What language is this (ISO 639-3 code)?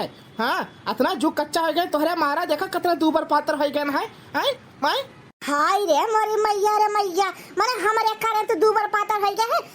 awa